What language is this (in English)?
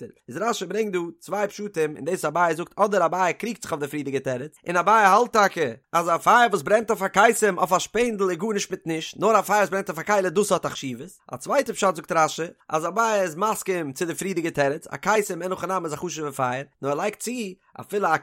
Yiddish